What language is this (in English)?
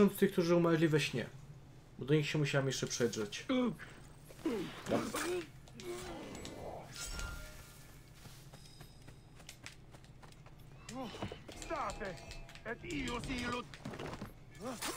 Polish